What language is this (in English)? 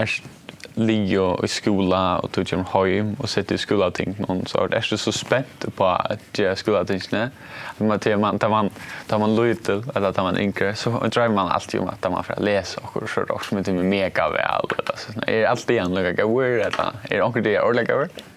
Faroese